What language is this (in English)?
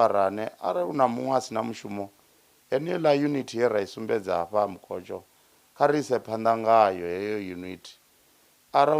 Venda